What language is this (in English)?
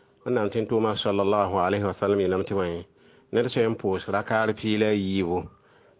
Mossi